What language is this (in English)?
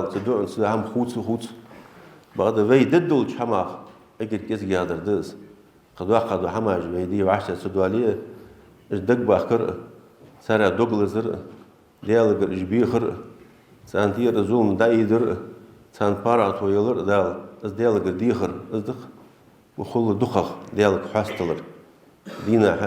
Ingush